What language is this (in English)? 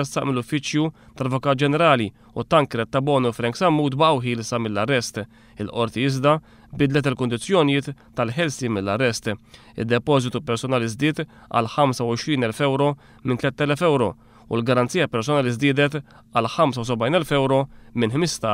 Maltese